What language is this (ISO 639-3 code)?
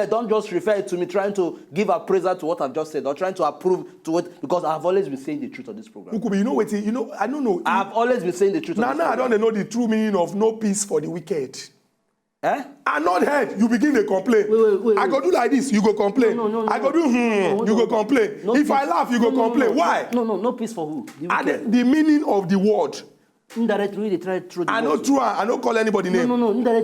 pcm